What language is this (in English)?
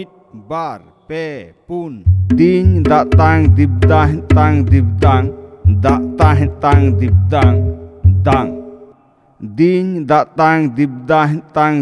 Santali